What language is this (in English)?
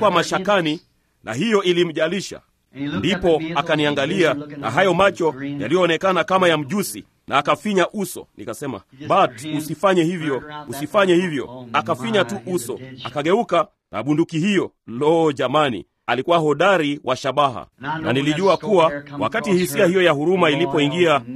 Swahili